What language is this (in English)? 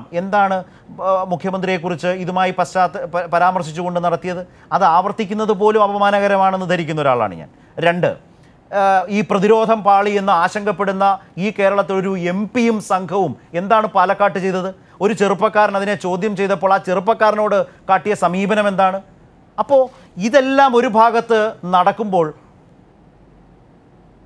Malayalam